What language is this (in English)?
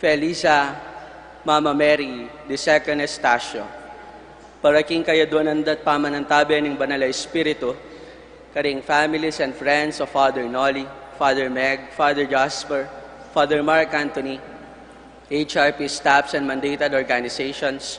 Pampanga